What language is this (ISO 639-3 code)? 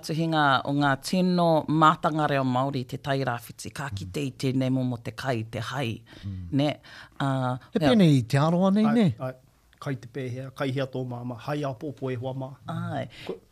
mri